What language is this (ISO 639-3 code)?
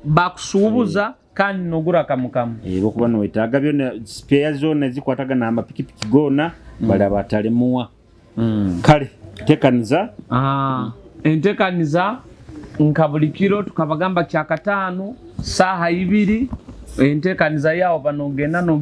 nyo